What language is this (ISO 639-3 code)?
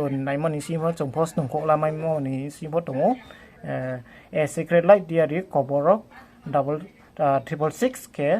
ria